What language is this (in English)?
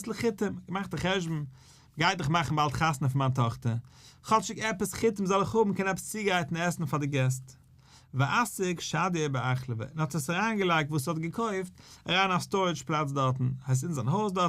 Yiddish